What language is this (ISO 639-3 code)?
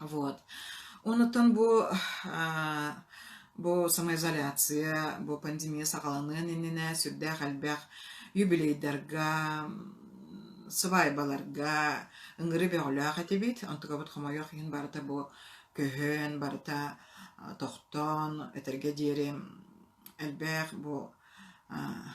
sah